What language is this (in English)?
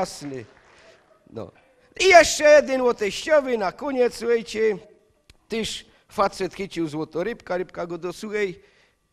Silesian